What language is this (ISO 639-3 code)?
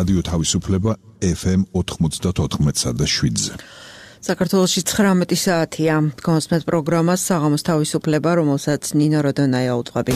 kat